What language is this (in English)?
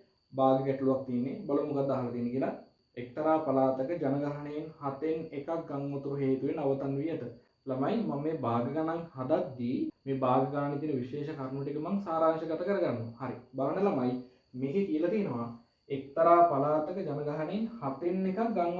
Sinhala